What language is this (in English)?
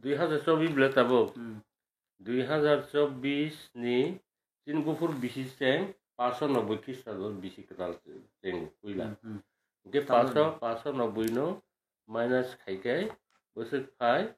Kok Borok